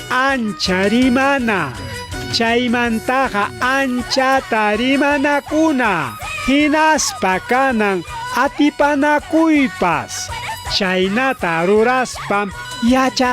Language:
Ayacucho Quechua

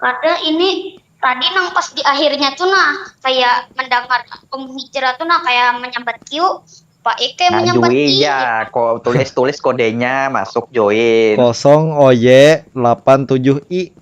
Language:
Banjar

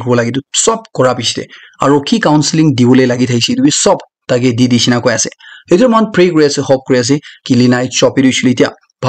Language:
Naga Pidgin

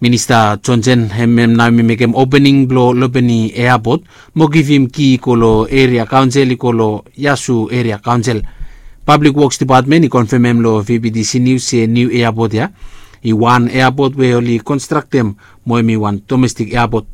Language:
Bislama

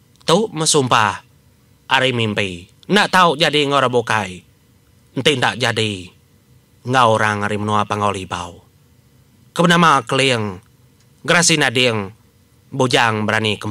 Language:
Iban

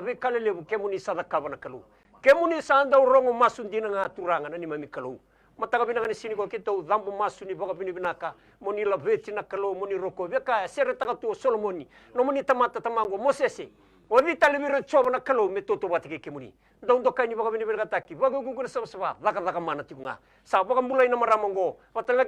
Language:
Fijian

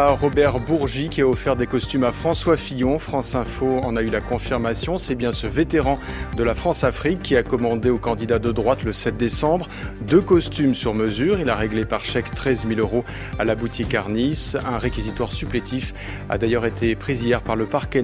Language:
French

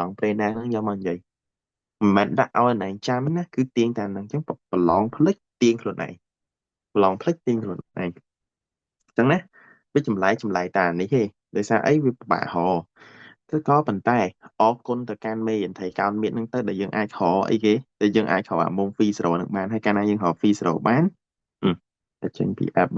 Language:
Khmer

